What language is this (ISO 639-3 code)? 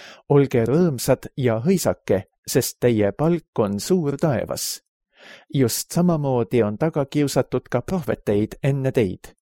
est